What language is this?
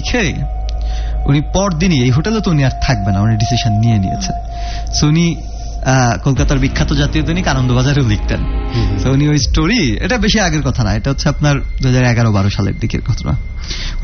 Bangla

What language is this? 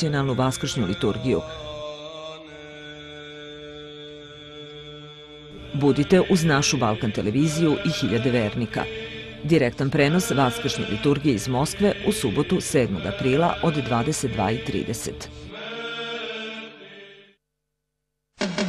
Serbian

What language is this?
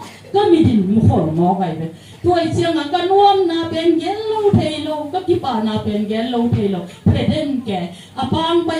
Tedim Chin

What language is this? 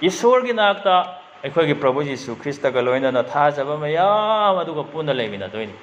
Manipuri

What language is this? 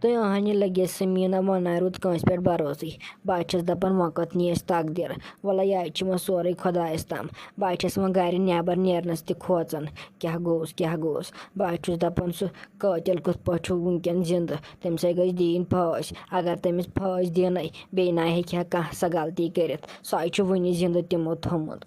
Kashmiri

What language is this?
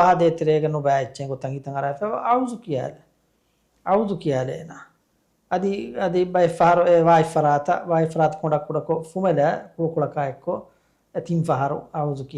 Divehi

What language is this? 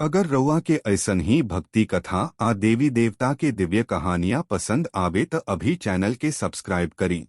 Bhojpuri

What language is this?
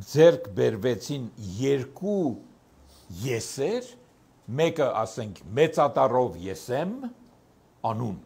Armenian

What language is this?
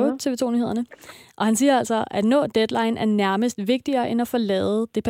Danish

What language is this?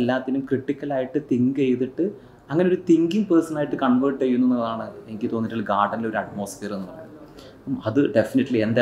Malayalam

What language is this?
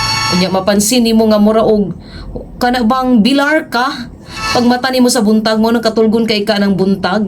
Cebuano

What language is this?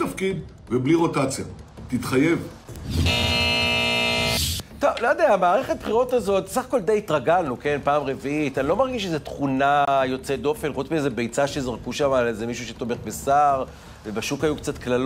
Hebrew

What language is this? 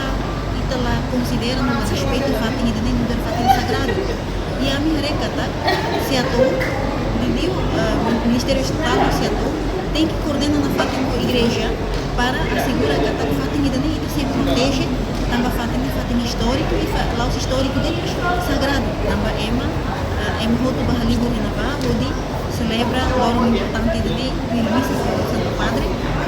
Tetum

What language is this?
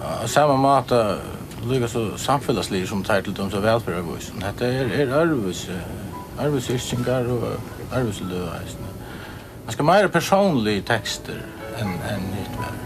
Faroese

